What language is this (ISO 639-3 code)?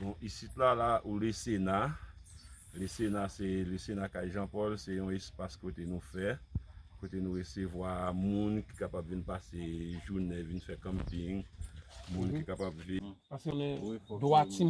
hat